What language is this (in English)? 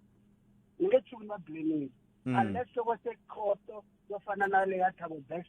Tsonga